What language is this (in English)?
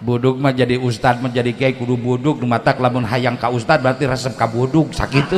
Sundanese